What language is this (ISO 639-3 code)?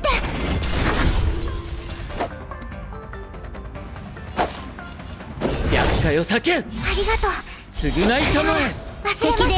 jpn